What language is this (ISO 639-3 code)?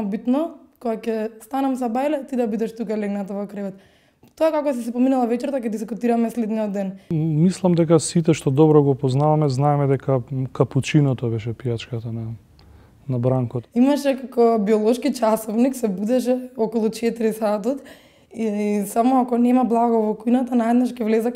mkd